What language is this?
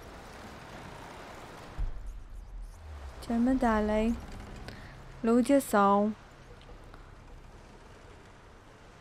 Polish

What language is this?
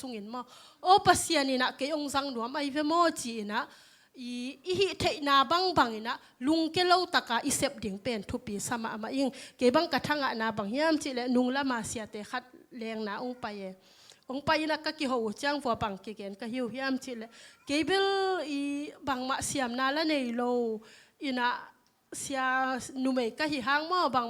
Tedim Chin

